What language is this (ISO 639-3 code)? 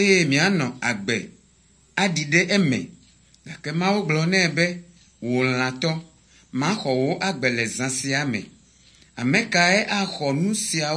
ewe